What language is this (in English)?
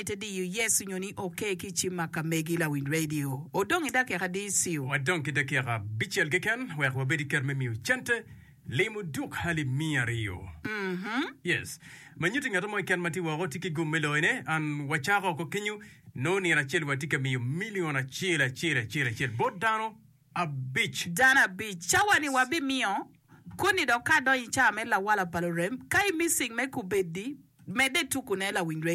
Acoli